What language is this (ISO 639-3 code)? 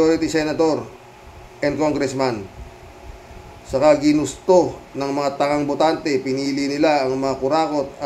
fil